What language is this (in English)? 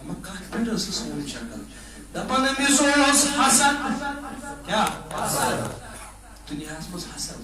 Kashmiri